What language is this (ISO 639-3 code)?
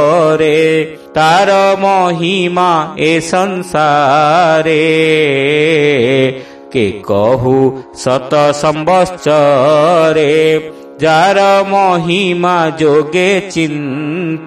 ori